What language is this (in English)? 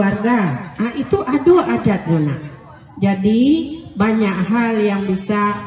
Minangkabau